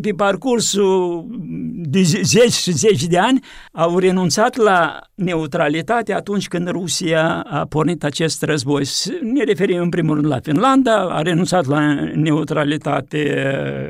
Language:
Romanian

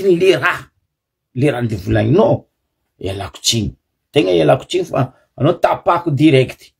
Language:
Malagasy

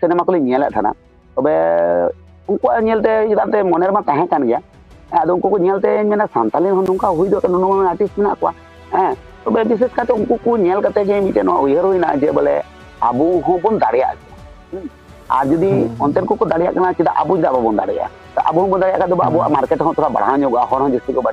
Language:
Santali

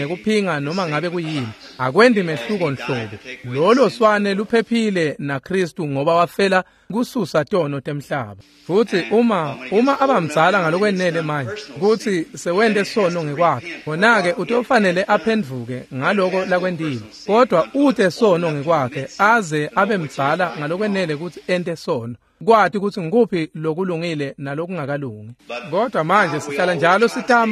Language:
Swati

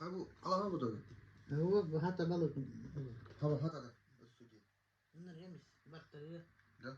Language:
Yakut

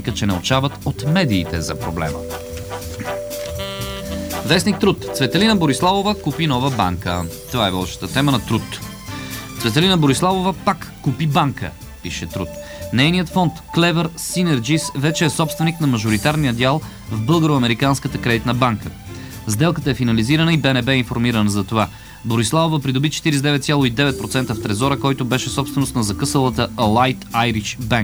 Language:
Bulgarian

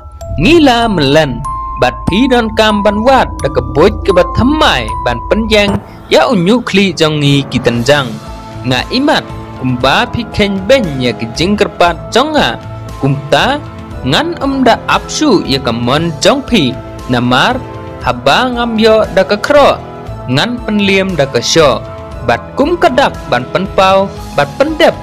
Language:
Khasi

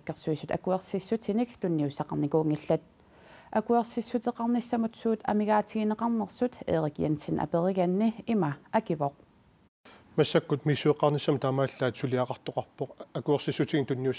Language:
Kalaallisut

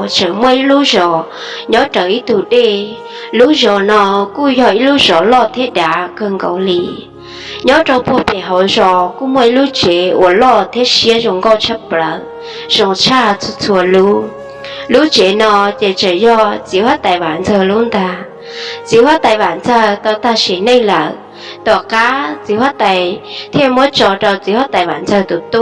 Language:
Hmong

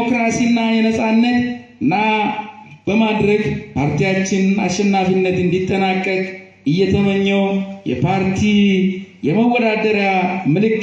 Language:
Amharic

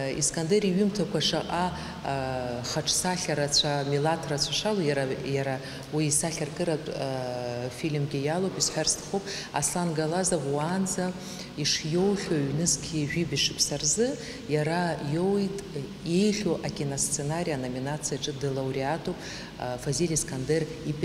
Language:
Abkhazian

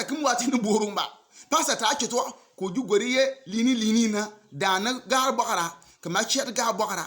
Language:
Bimoba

